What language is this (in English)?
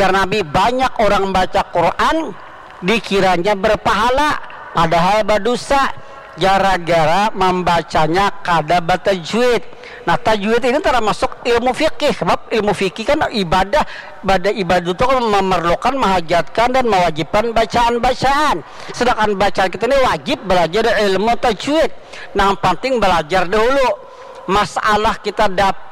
Banjar